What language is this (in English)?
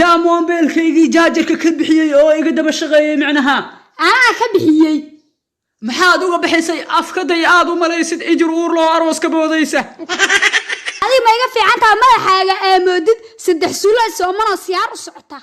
Somali